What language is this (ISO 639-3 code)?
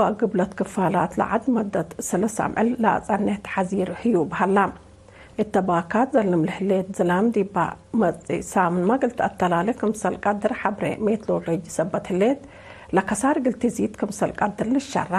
tig